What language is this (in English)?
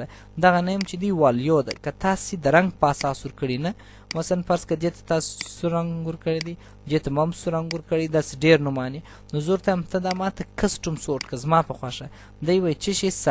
Pashto